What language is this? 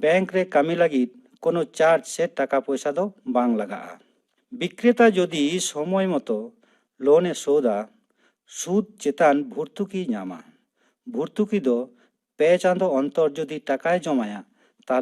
Santali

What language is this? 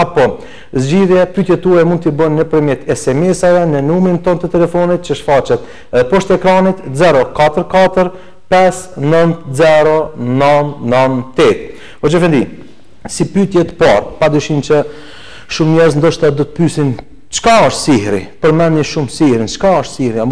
Albanian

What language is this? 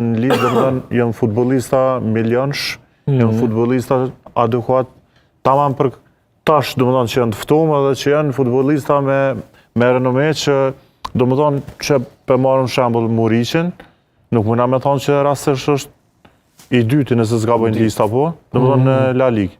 Albanian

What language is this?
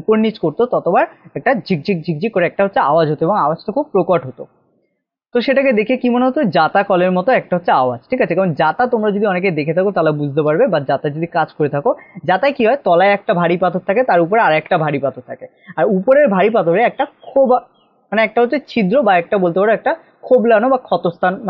Bangla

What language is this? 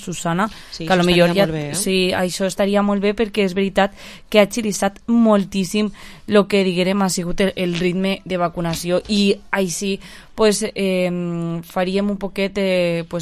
Catalan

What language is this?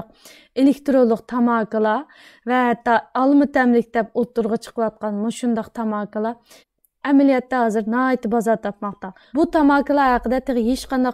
Uyghur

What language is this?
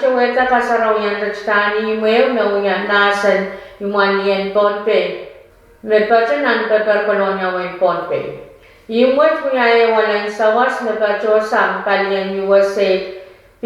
Pohnpeian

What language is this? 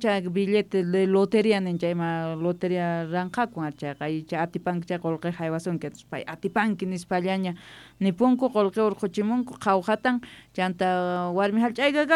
South Bolivian Quechua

